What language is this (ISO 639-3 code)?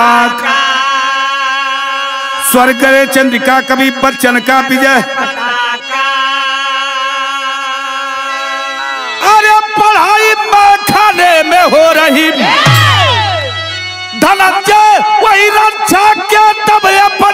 bho